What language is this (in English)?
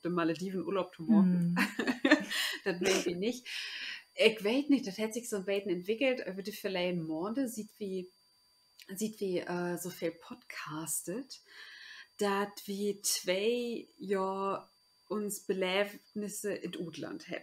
Low German